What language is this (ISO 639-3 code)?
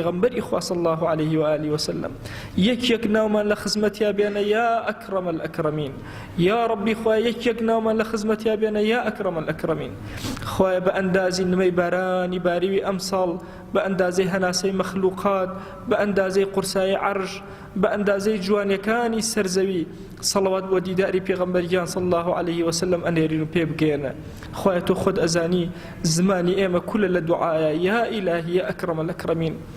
ckb